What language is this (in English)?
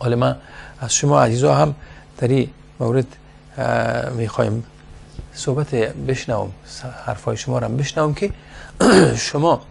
Persian